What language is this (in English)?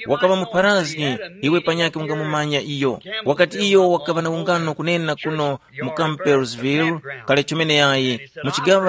Tumbuka